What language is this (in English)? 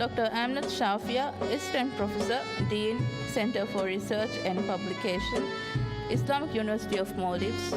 Divehi